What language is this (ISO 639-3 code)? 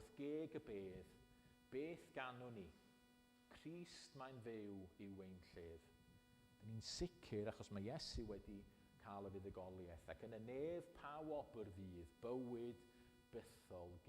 cym